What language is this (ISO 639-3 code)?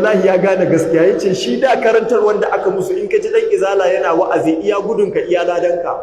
hau